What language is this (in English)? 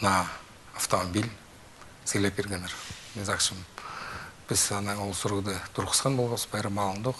Khakas